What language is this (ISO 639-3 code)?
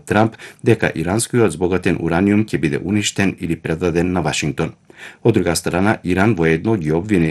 mkd